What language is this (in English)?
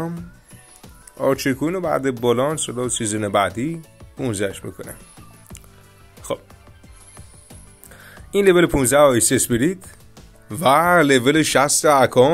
Persian